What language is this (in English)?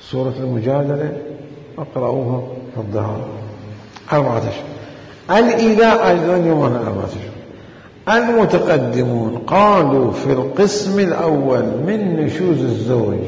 Mesopotamian Arabic